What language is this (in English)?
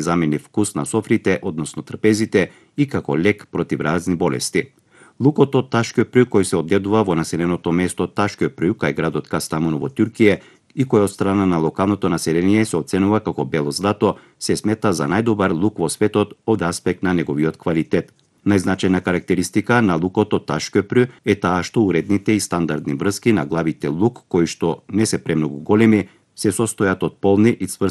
Macedonian